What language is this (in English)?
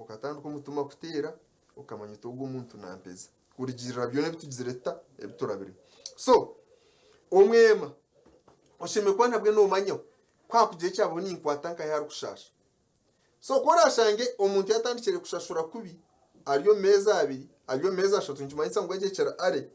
Nyankole